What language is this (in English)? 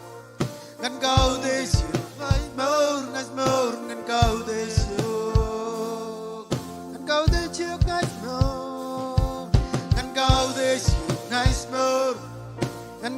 Marshallese